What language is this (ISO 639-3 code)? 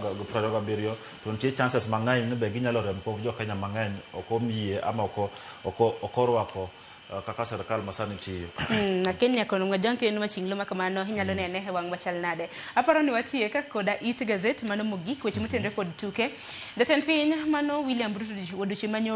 luo